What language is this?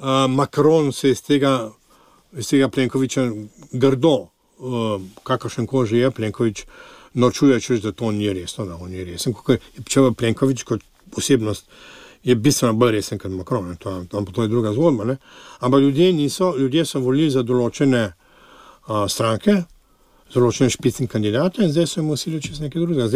Slovenian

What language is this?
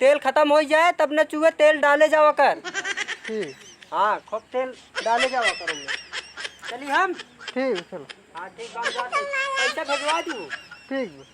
Awadhi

